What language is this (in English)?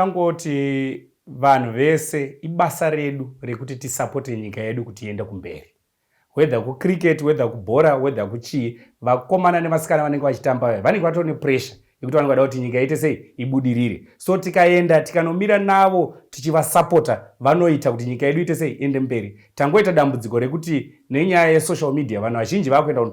Shona